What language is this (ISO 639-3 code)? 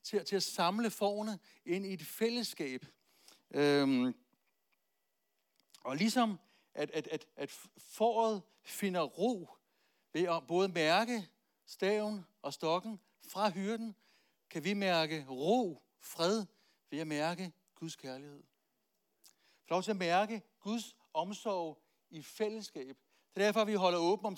dan